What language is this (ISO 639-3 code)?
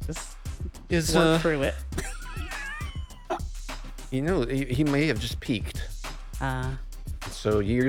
eng